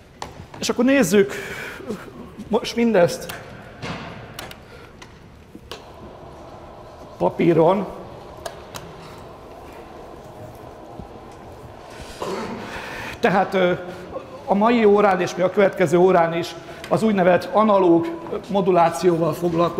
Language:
Hungarian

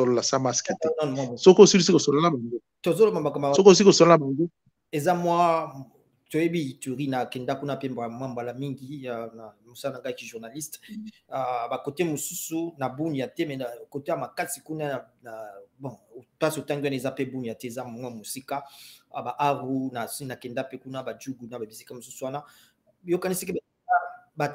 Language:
Lingala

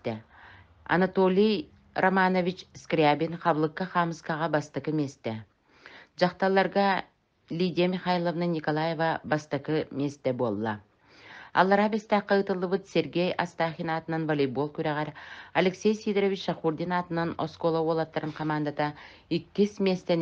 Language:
Yakut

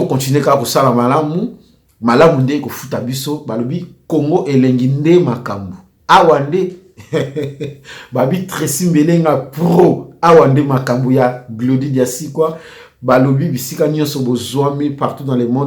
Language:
Lingala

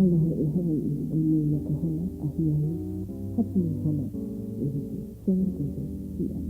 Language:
Hawaiian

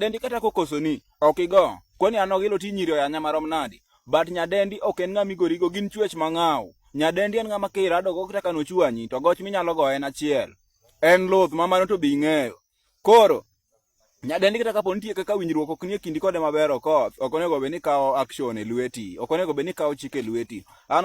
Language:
Luo (Kenya and Tanzania)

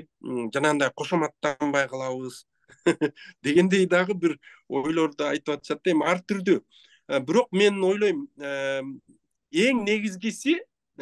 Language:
Kyrgyz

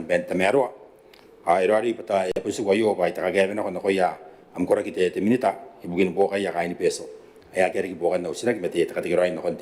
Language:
Gilbertese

